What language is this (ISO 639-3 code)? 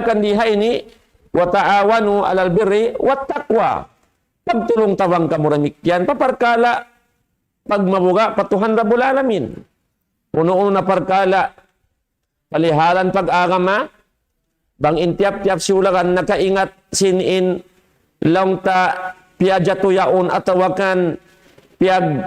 tsg